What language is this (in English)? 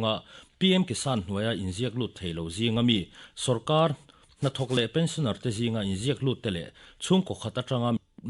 Mizo